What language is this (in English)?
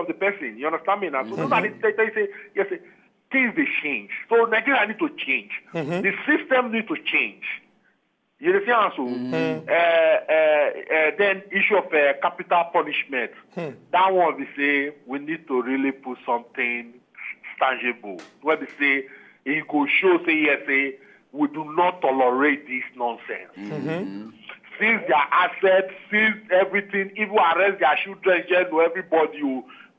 Nigerian Pidgin